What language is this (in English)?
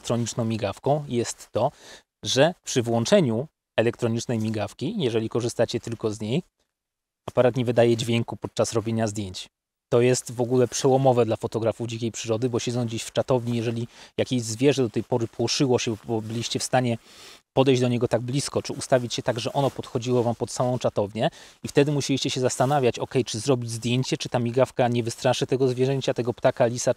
Polish